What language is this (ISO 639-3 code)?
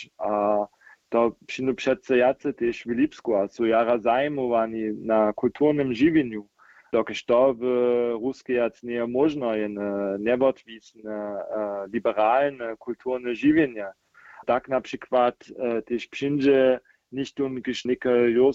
hsb